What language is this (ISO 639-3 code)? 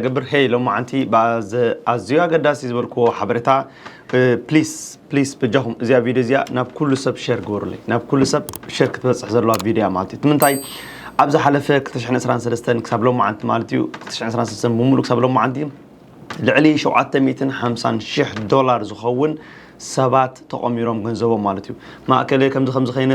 tir